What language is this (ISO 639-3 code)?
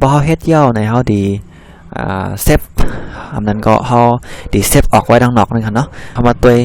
shn